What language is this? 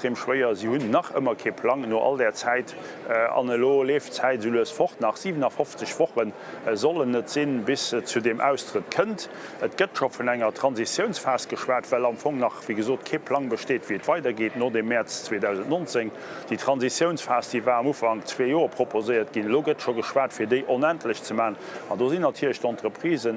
Luxembourgish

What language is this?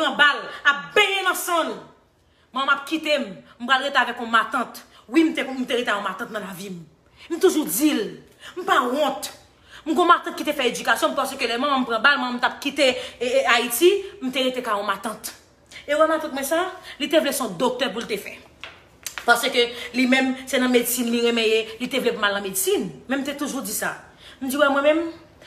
Haitian Creole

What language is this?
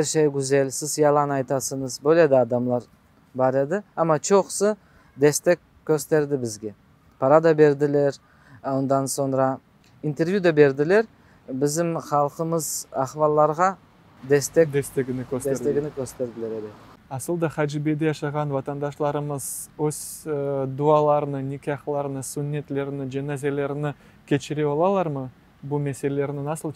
Crimean Tatar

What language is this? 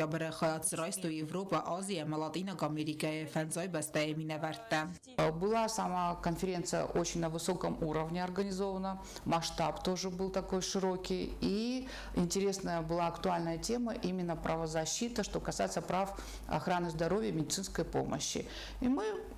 Ossetic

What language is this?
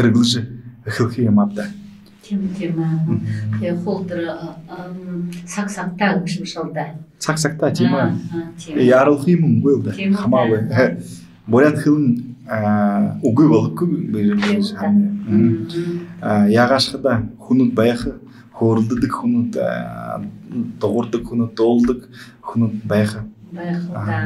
Buriat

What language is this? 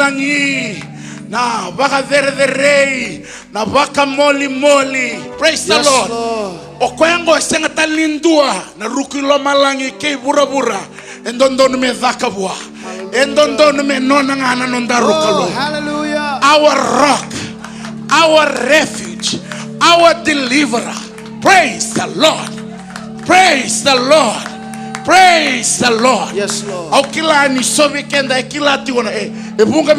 Fijian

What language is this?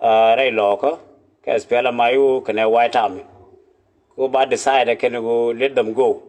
Nuer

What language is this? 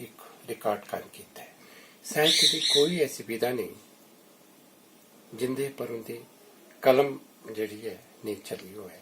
Dogri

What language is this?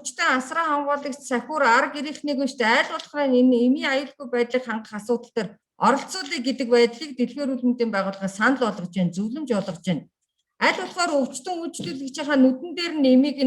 Mongolian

